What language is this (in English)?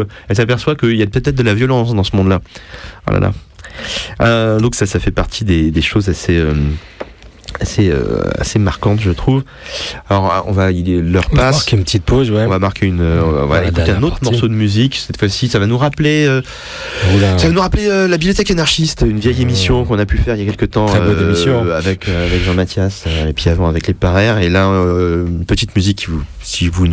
French